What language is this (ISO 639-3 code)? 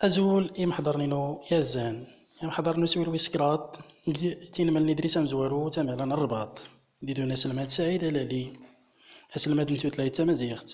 tzm